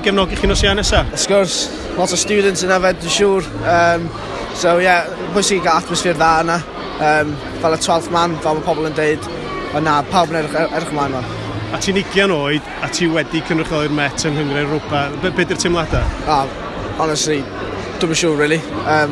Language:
Welsh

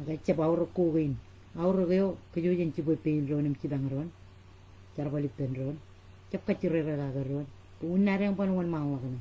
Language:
Marshallese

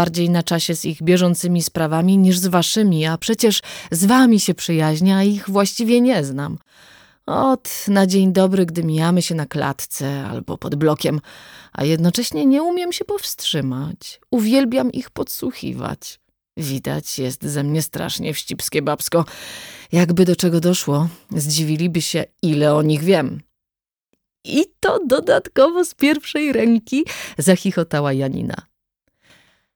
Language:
Polish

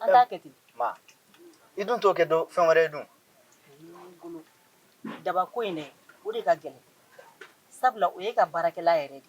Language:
Bambara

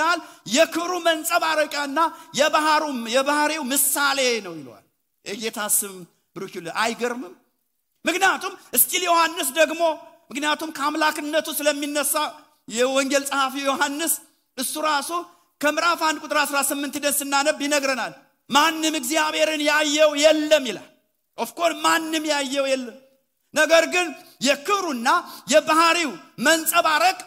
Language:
Amharic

